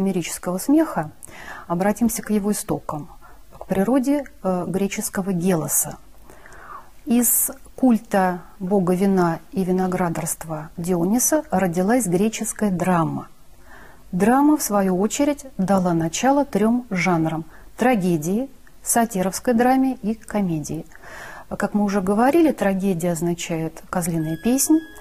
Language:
Russian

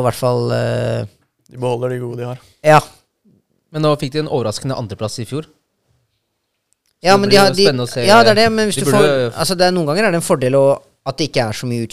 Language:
Norwegian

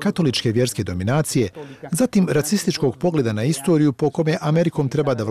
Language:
Serbian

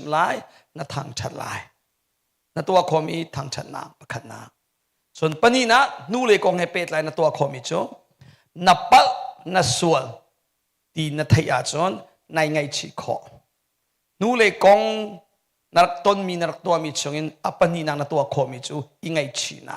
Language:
Hakha Chin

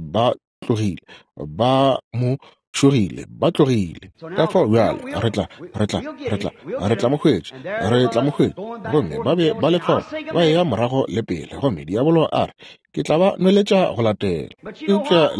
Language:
Northern Sotho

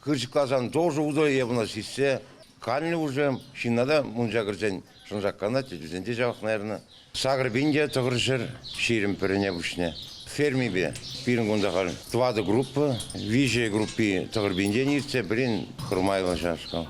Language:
Chuvash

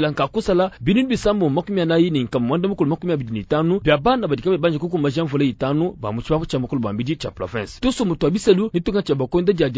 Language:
Luba-Lulua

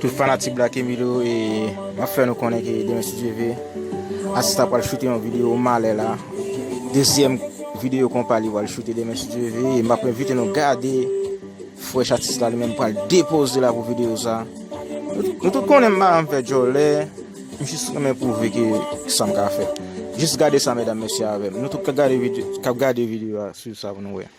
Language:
Haitian Creole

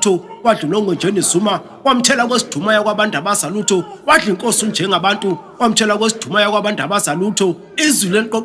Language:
Zulu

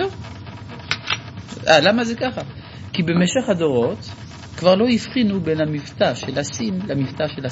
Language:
Hebrew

